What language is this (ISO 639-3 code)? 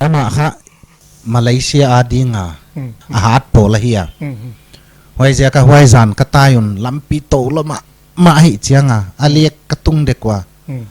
pck